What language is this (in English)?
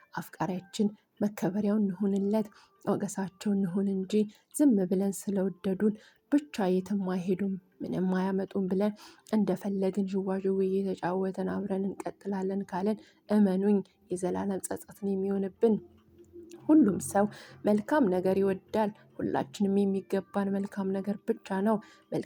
Amharic